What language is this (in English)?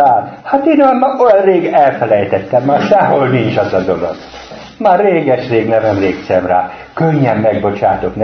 Hungarian